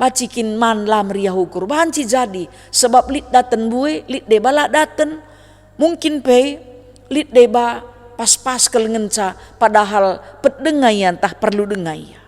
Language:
Batak Karo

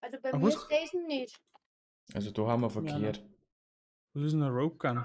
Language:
Bavarian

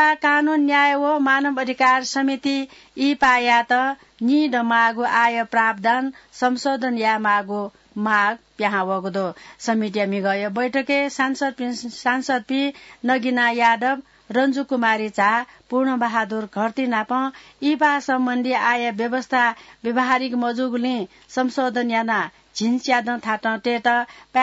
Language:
Newari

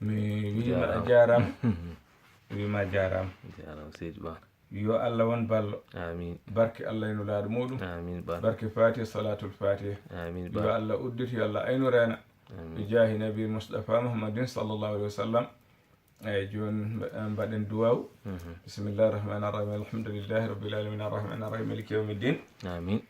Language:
Fula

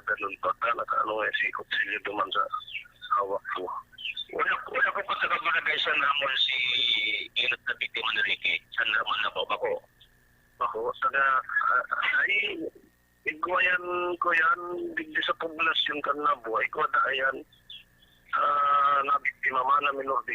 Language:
Bikol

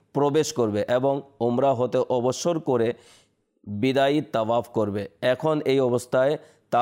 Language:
Bangla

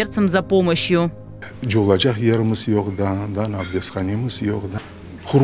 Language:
Crimean Tatar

